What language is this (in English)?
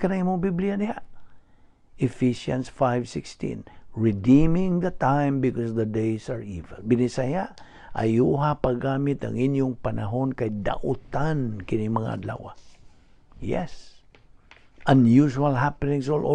Cebuano